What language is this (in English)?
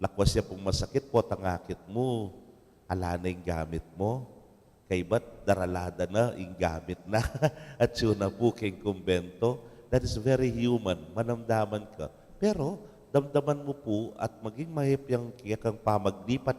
Pampanga